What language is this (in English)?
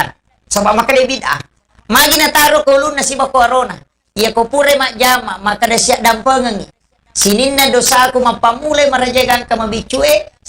Buginese